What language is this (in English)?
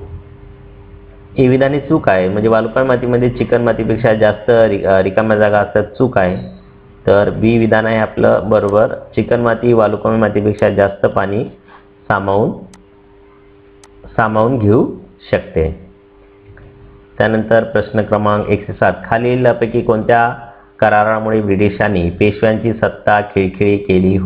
Marathi